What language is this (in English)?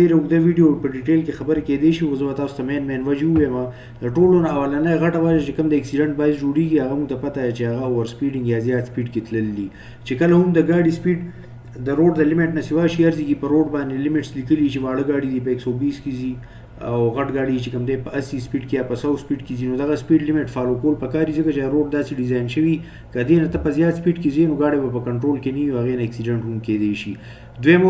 Pashto